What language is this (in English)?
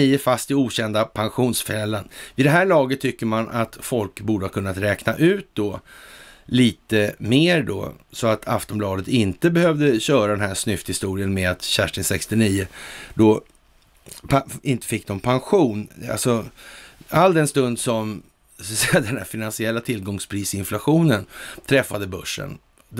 Swedish